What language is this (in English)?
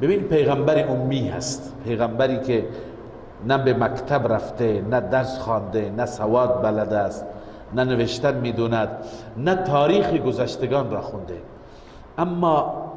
Persian